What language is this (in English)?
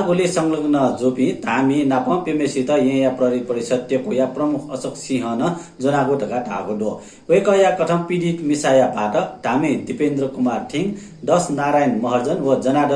Newari